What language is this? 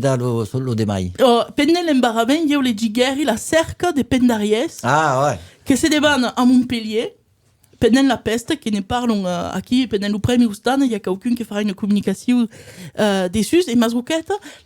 Occitan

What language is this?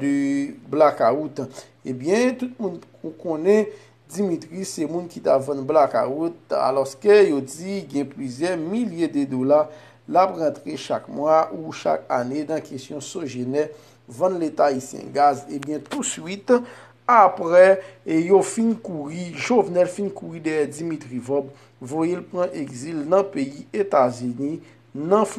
Haitian Creole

